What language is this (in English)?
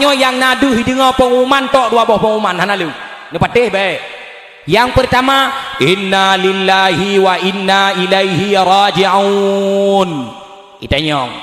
Achinese